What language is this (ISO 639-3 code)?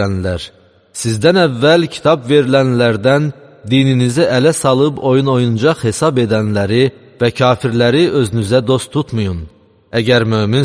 aze